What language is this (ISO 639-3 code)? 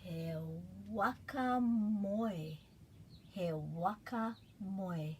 mri